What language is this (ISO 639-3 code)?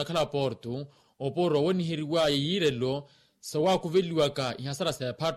vmw